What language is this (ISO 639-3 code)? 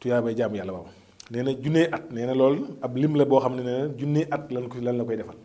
wol